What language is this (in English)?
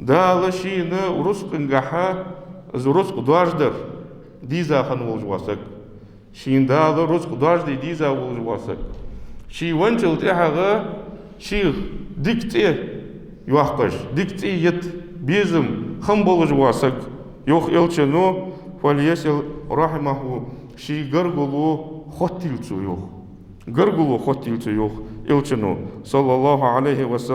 Ingush